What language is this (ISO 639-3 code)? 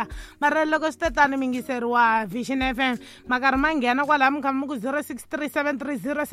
tso